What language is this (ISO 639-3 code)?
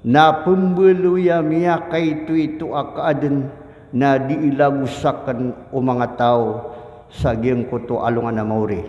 mrw